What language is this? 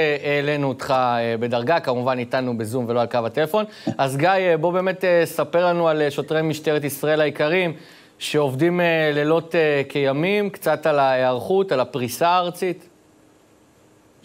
Hebrew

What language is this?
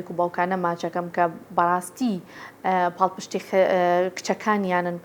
Central Kurdish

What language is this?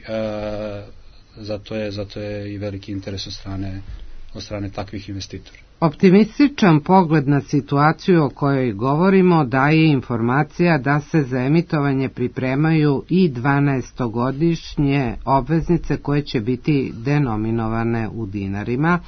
Serbian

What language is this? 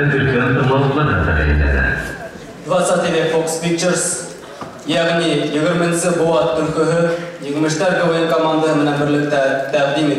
Bashkir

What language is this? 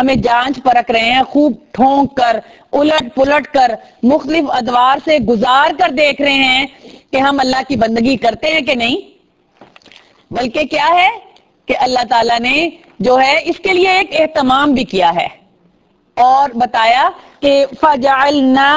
Urdu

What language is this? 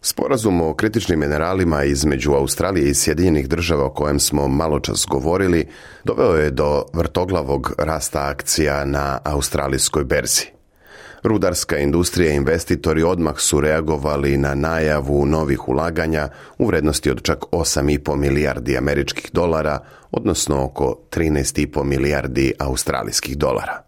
Serbian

